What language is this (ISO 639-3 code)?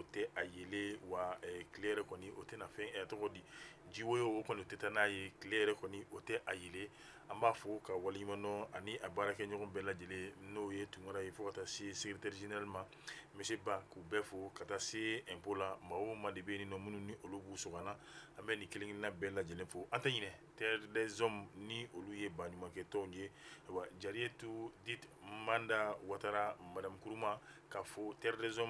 bam